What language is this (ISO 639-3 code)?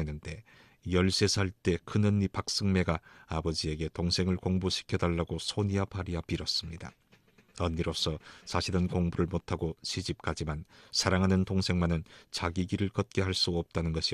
kor